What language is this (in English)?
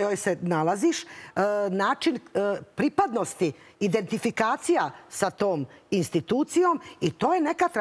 Serbian